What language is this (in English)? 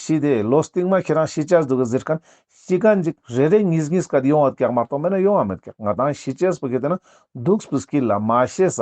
Ladakhi